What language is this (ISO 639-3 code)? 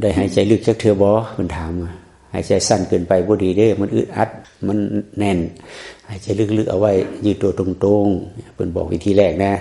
tts